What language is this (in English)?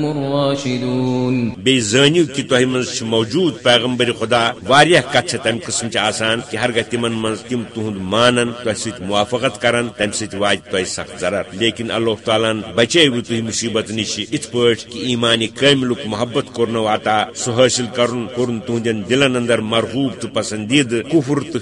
Kashmiri